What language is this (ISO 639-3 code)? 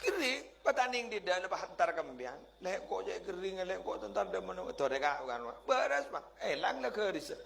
mad